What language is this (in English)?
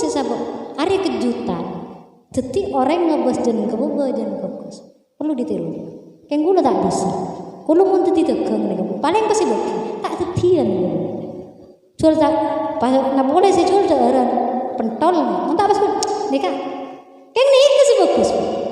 Madurese